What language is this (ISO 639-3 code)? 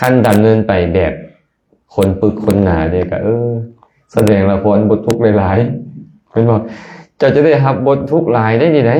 lao